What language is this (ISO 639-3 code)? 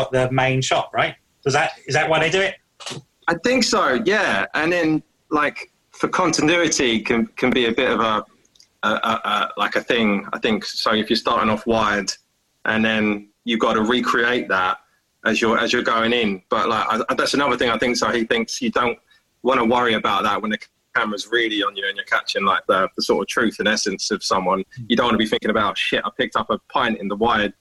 eng